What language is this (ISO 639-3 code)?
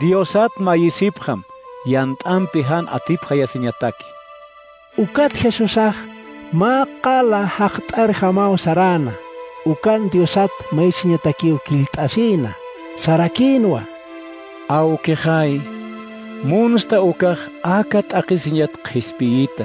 aym